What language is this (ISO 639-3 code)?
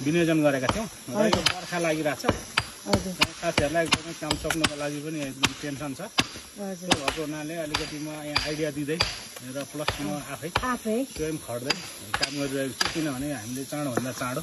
nep